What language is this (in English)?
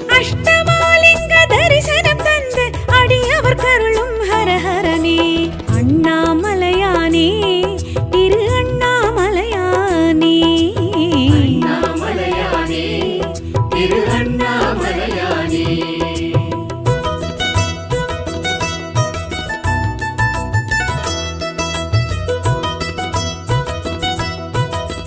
Tamil